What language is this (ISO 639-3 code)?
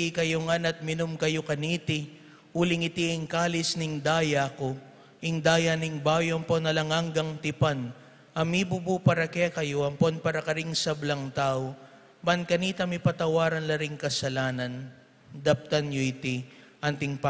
pam